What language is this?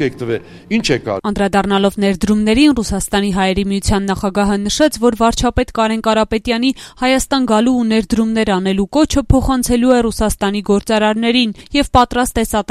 Armenian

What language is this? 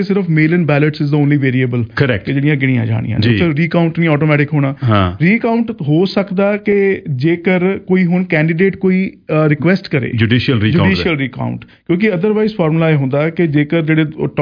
Punjabi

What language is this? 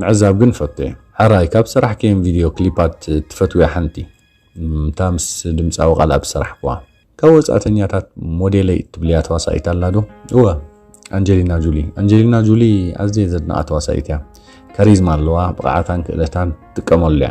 Tigrinya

